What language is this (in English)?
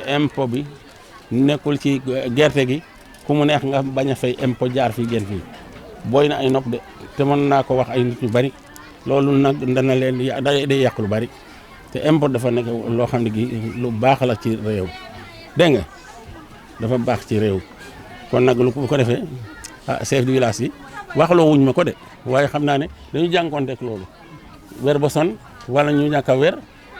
Wolof